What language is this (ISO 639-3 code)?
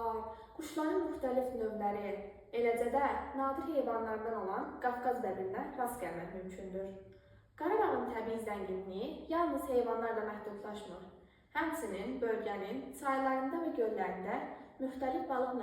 aze